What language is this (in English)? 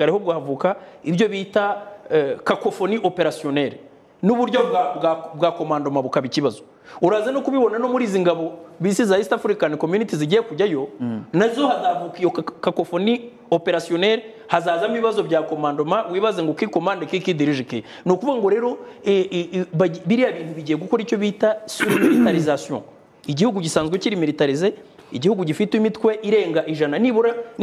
Kinyarwanda